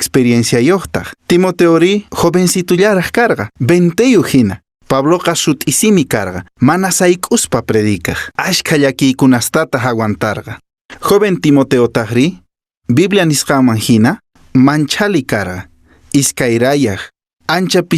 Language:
Quechua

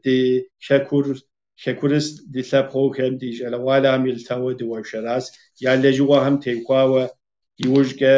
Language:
Kabardian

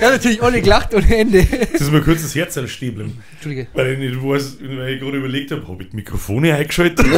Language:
Bavarian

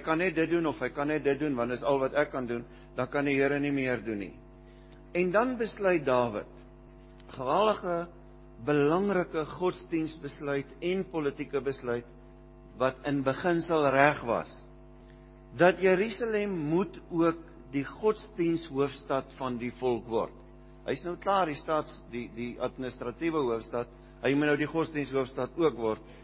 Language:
Afrikaans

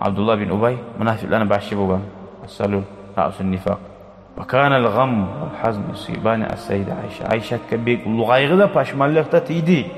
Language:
Kumyk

